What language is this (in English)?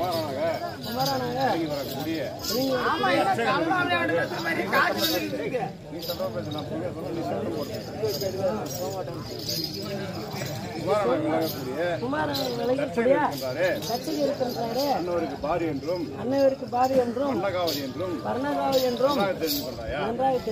Tamil